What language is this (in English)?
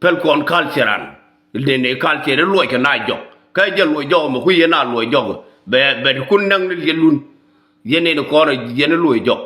Nuer